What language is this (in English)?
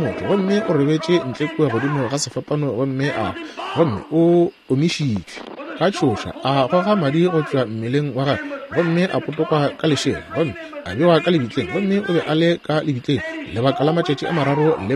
Northern Sotho